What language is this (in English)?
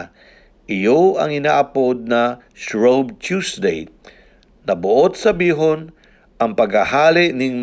Bikol